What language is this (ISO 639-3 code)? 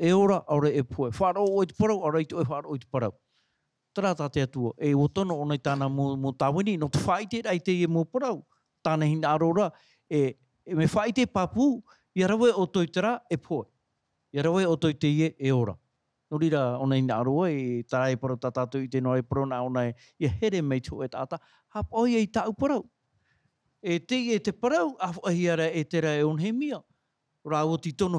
tah